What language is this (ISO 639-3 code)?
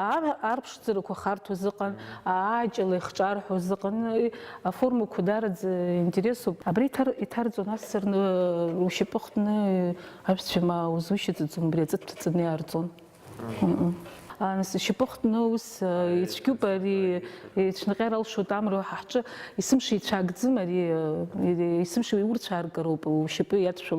abk